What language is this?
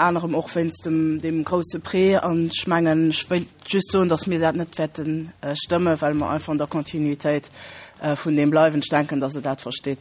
Luxembourgish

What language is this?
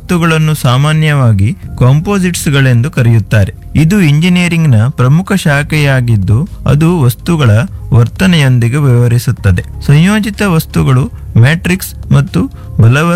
Kannada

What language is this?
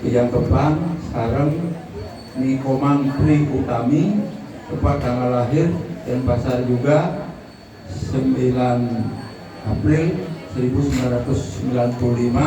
Balinese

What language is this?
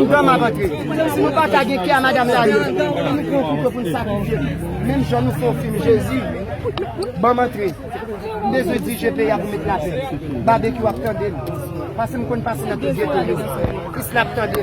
Haitian Creole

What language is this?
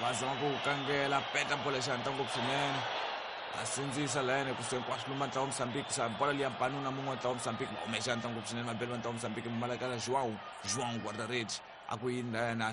Tsonga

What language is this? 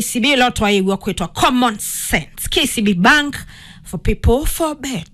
Kamba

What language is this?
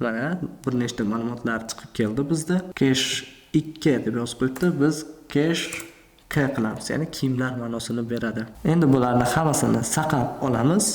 Uzbek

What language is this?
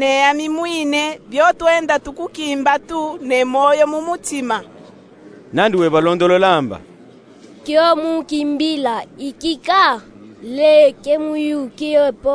Luba-Katanga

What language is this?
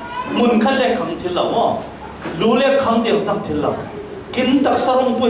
Falam Chin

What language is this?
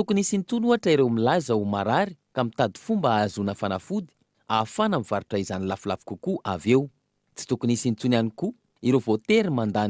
Malagasy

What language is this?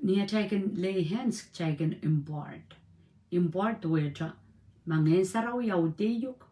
Pohnpeian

